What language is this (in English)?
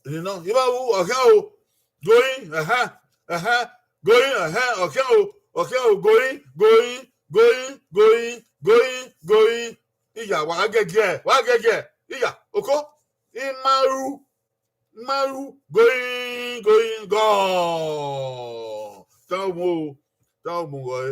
Bini